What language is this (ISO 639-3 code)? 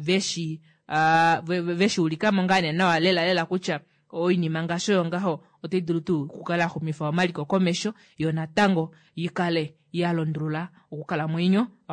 kua